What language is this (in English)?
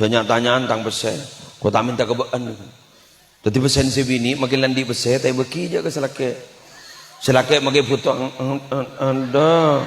Madurese